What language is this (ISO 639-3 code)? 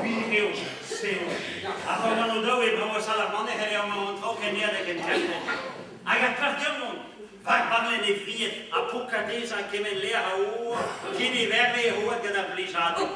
bre